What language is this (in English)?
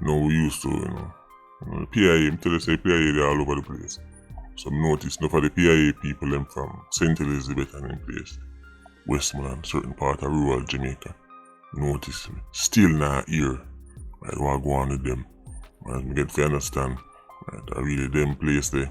Jamaican Creole English